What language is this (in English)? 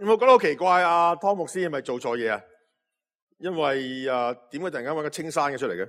Cantonese